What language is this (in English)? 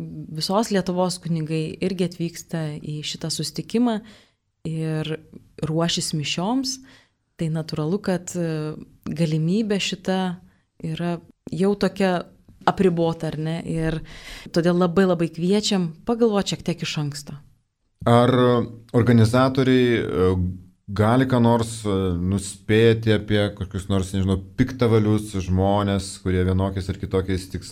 Lithuanian